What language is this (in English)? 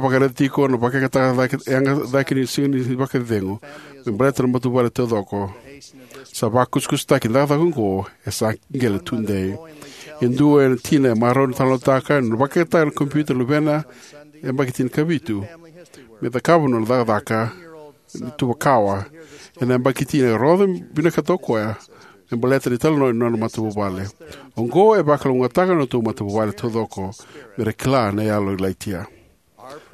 Fijian